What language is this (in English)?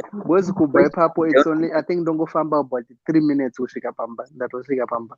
Shona